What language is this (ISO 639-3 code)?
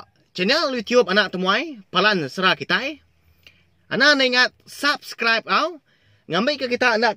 iba